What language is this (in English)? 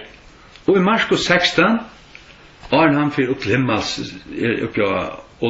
Faroese